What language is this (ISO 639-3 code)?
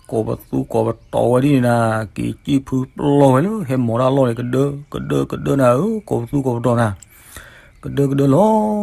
ksw